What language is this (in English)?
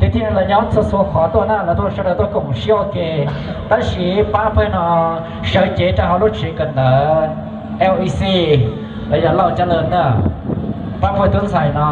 Hmong